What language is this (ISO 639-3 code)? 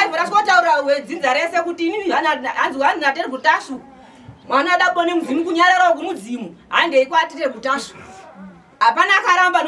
sna